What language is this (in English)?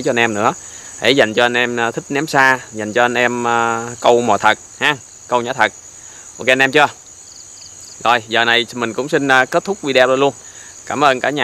Vietnamese